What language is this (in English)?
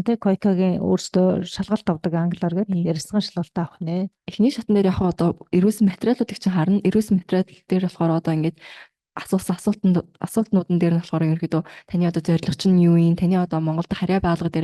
Mongolian